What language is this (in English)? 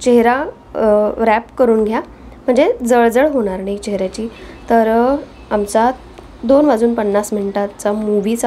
Marathi